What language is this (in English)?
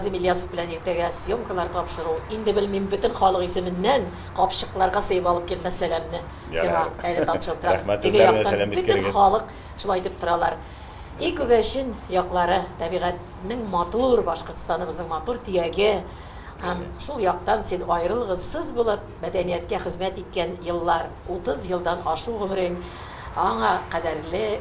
Tatar